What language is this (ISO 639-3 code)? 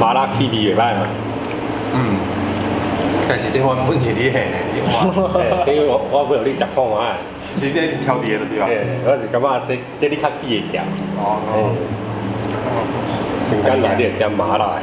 nan